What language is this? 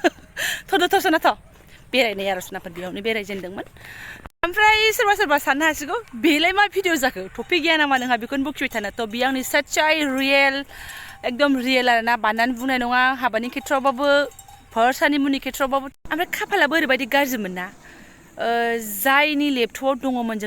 Bodo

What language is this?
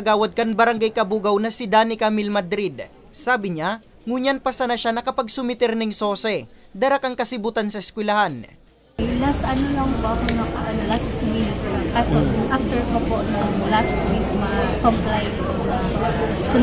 Bikol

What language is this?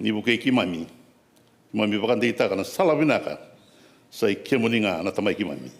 Fijian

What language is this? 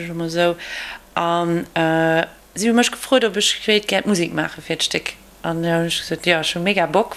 Luxembourgish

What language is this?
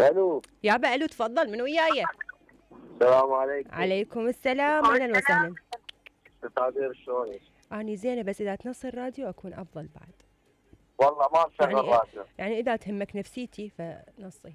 Mesopotamian Arabic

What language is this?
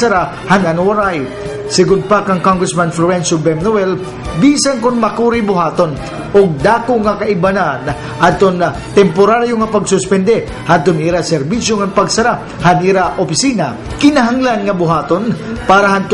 Waray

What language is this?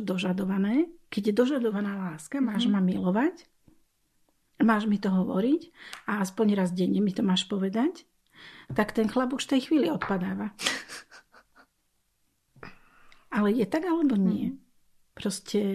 Slovak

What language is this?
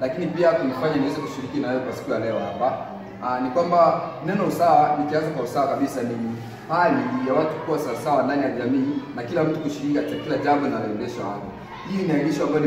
Swahili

